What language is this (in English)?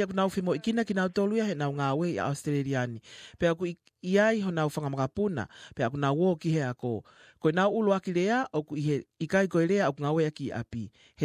Tongan